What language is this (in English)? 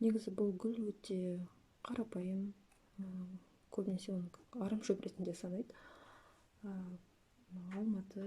Kazakh